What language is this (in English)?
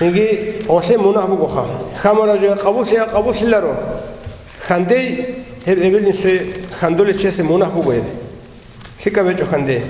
Avaric